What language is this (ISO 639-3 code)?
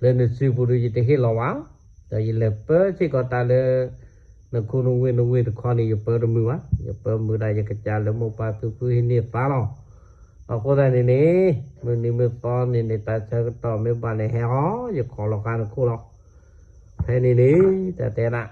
ksw